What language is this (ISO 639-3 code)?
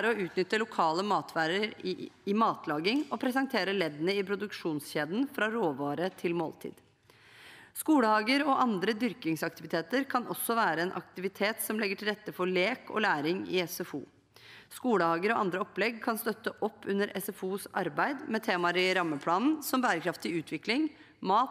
nor